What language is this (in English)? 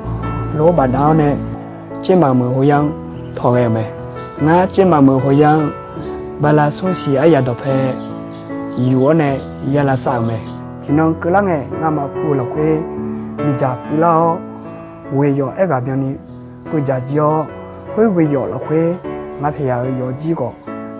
Akha